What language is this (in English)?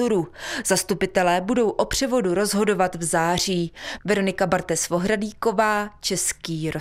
Czech